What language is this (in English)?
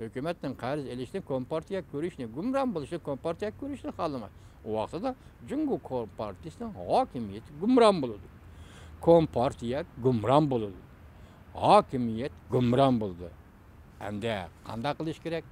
Uyghur